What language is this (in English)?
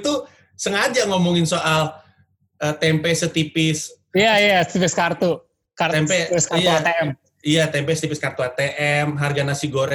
Indonesian